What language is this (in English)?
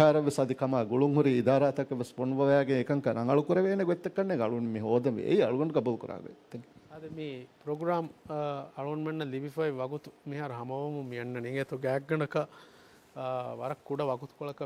Divehi